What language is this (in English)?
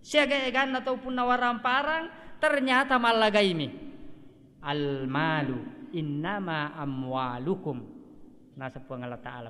Buginese